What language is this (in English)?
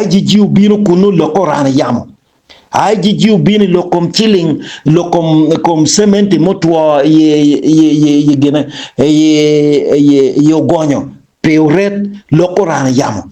Acoli